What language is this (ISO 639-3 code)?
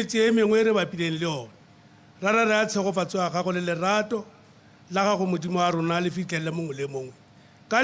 tsn